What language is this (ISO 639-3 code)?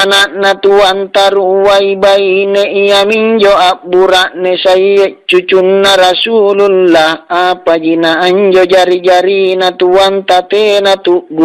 mak